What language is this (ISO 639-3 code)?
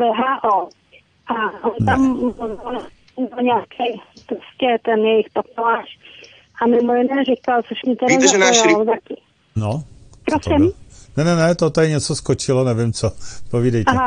ces